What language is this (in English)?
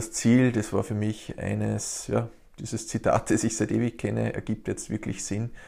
German